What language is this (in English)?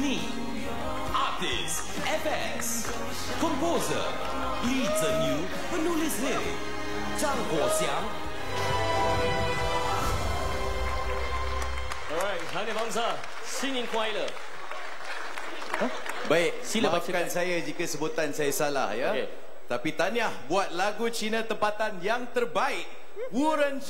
Malay